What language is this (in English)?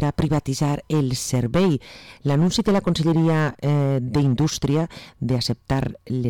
Catalan